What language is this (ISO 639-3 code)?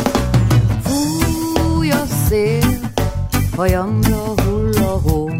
hun